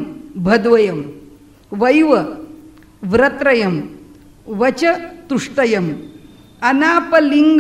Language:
Marathi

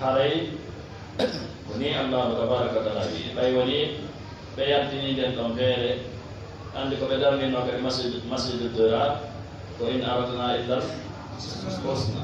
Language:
Fula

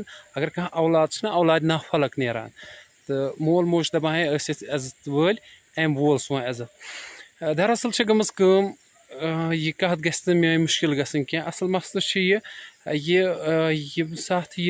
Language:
Kashmiri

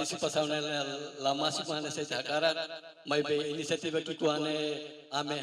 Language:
Tetum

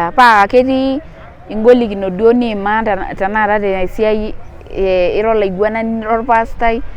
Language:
Masai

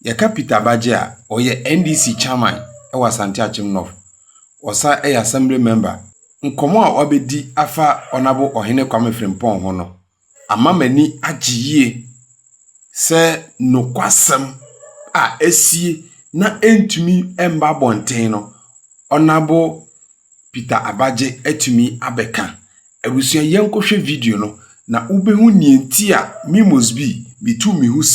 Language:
Akan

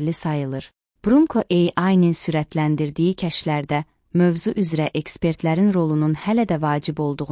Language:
Azerbaijani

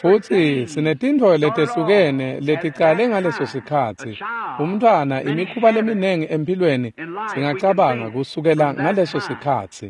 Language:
Swati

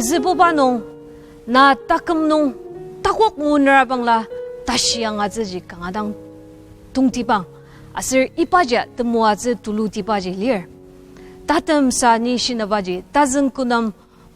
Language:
Ao Naga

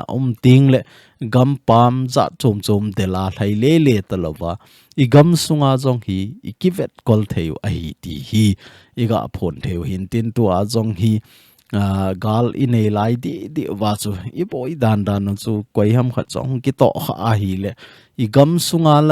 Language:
Thado Chin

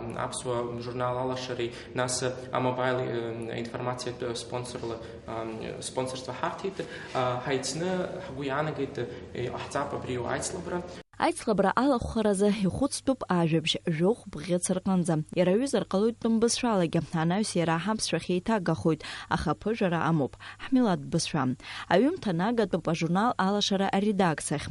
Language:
Abkhazian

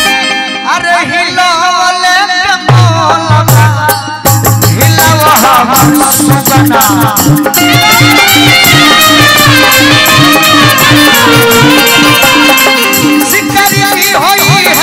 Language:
Bhojpuri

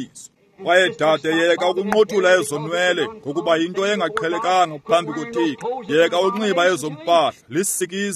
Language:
Xhosa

